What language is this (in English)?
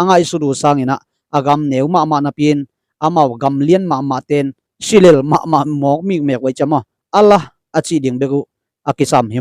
Tedim Chin